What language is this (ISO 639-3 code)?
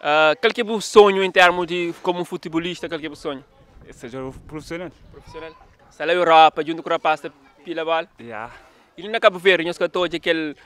kea